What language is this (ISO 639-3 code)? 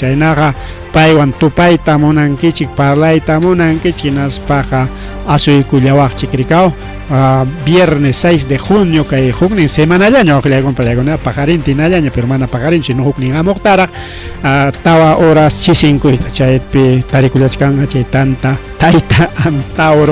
quy